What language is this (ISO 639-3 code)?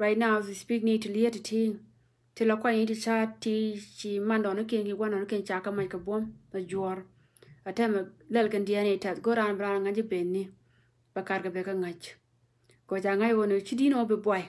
nus